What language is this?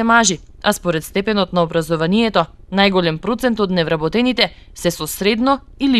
Macedonian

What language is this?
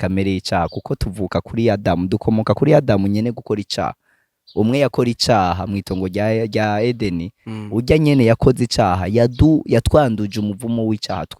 Rundi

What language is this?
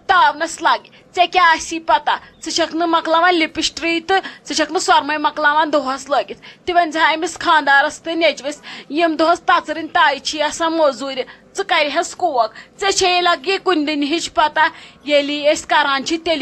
Kashmiri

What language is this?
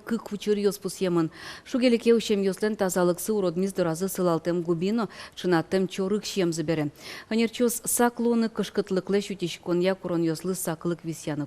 Udmurt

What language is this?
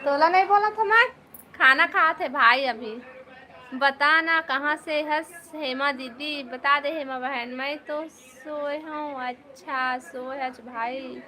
Chhattisgarhi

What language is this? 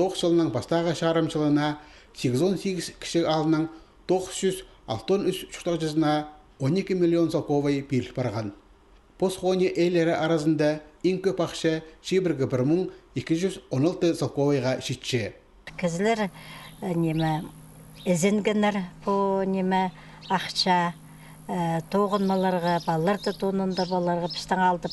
Khakas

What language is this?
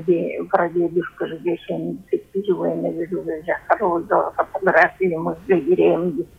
Buriat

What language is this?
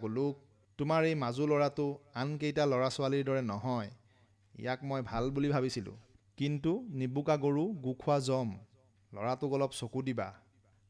Assamese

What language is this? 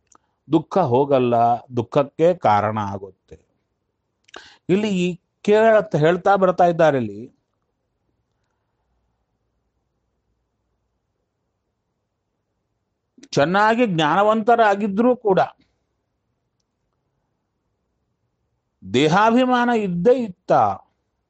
Kannada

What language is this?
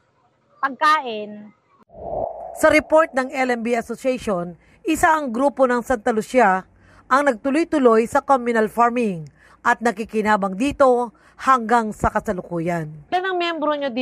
Filipino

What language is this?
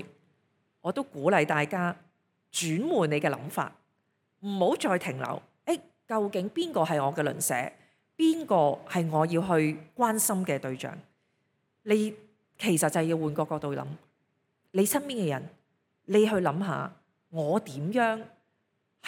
Cantonese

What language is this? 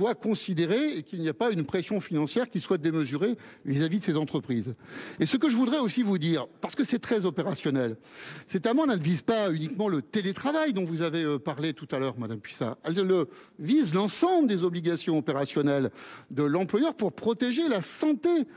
French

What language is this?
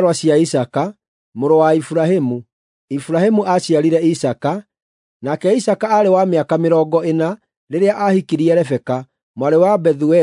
Kikuyu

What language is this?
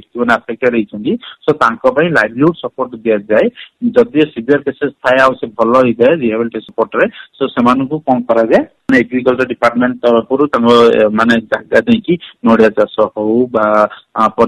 Odia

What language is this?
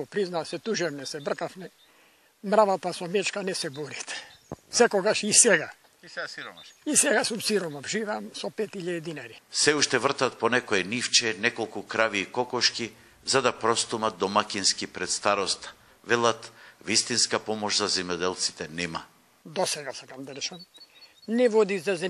Macedonian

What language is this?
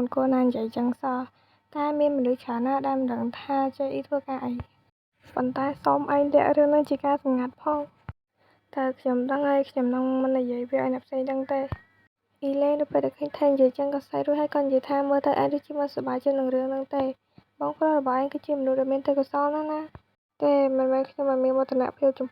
Khmer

